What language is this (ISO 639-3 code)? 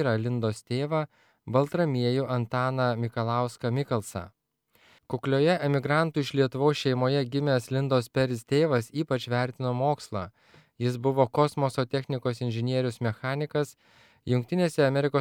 lit